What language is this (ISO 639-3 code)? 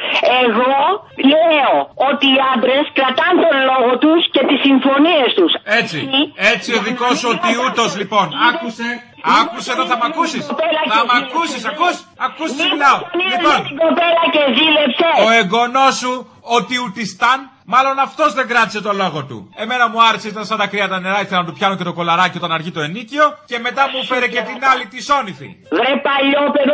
ell